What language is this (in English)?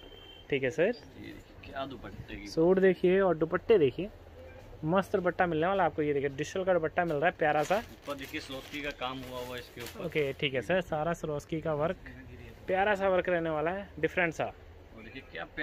Hindi